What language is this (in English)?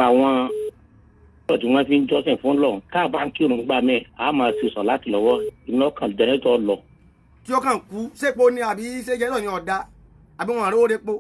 Yoruba